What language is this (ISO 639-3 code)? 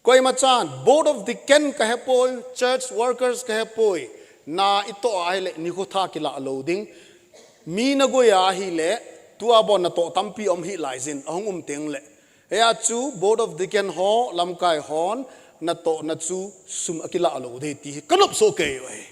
tcz